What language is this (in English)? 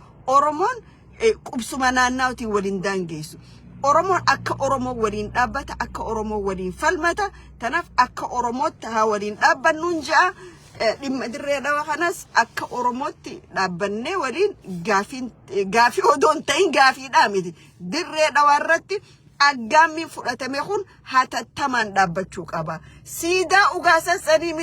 Oromo